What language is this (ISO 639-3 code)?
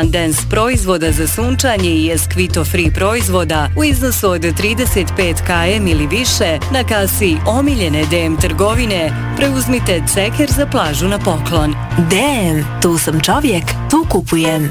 bos